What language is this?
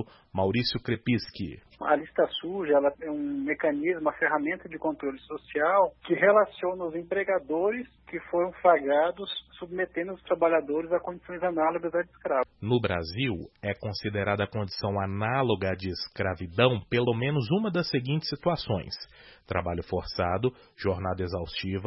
Portuguese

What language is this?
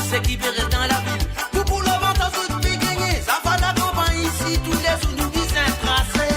Morisyen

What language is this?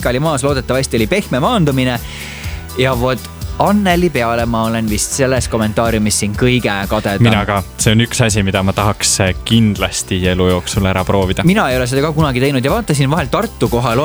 Estonian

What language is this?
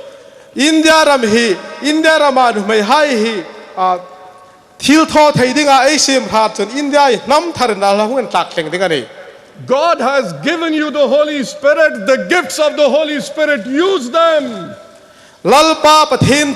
Hmar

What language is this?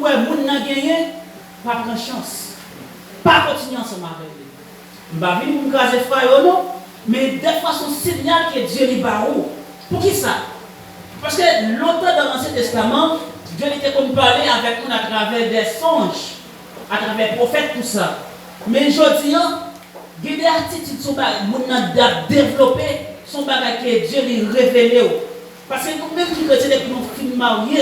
Haitian Creole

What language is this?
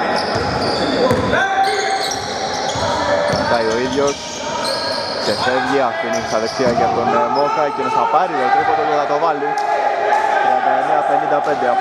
Greek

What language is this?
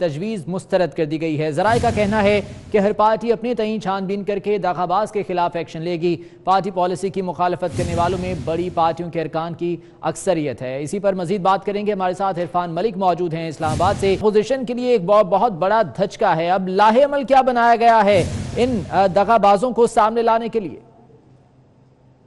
Urdu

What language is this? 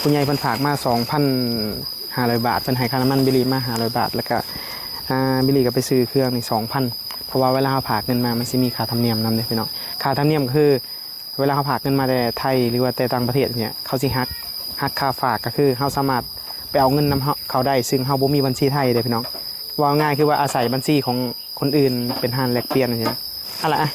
Northeastern Thai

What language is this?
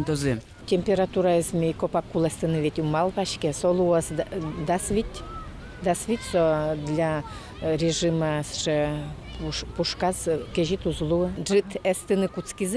Udmurt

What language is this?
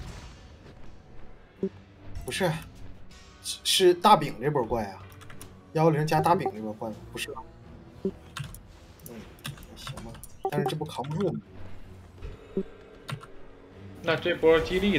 Chinese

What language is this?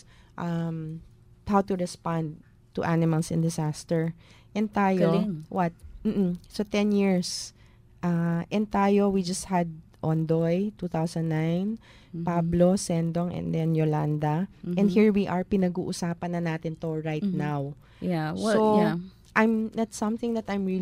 Filipino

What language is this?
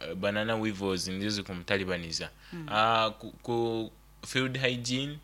Nyoro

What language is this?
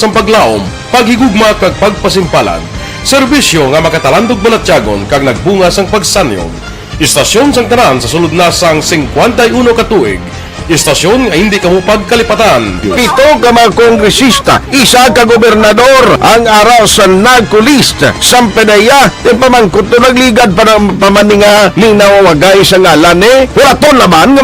Hiligaynon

